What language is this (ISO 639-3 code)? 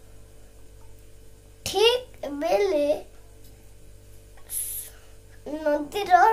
ori